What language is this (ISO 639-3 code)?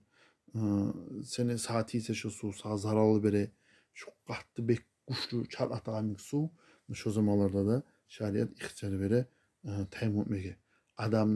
kum